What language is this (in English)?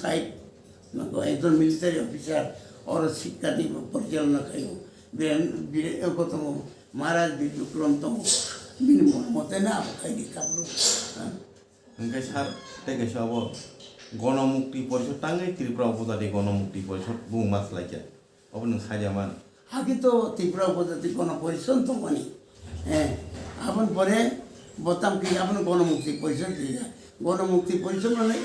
Kok Borok